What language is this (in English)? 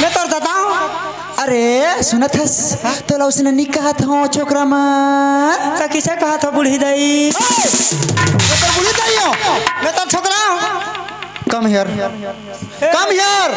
Chhattisgarhi